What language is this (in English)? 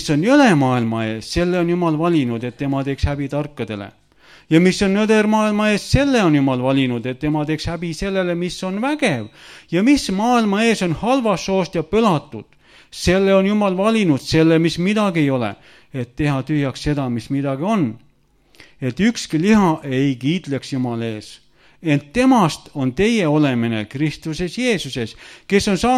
Estonian